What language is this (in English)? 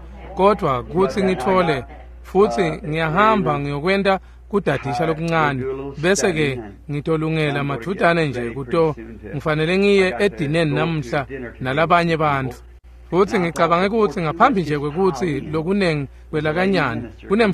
Swati